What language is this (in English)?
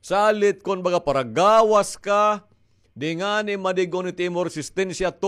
Waray